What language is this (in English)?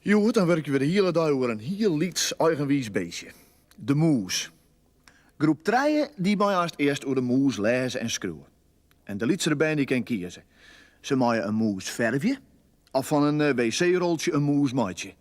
Western Frisian